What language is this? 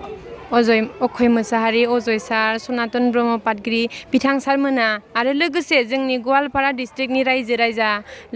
Bodo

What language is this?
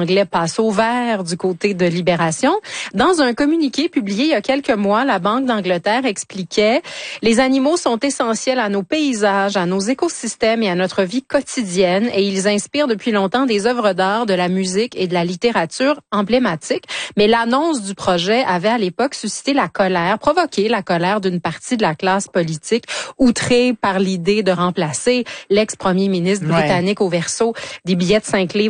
French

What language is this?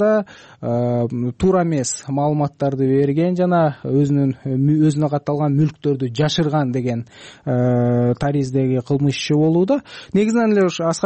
Kyrgyz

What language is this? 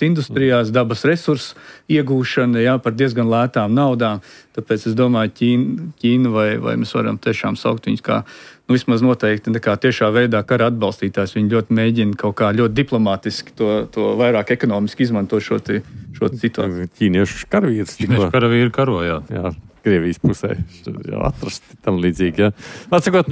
Latvian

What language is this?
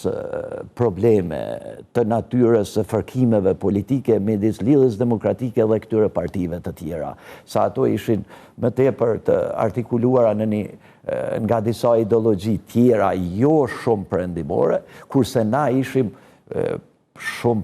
Albanian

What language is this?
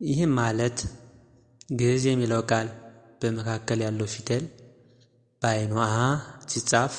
Amharic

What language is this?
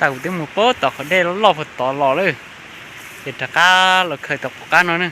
Hmong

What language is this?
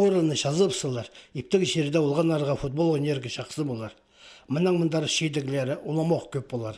Khakas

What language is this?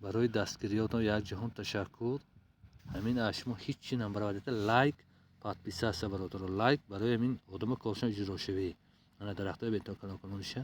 Tajik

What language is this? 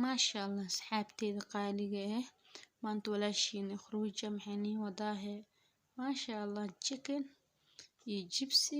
Somali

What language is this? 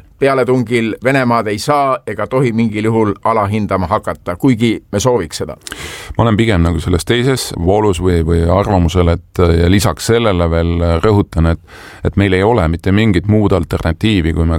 Estonian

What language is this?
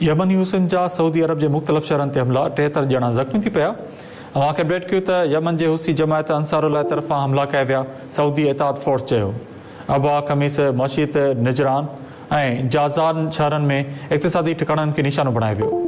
Sindhi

